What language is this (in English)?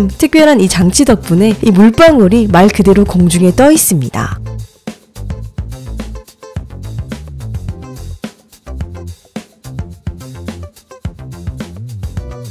Korean